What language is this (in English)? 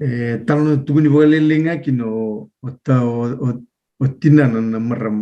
Fijian